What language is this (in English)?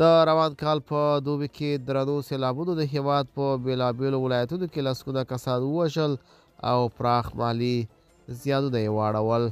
Pashto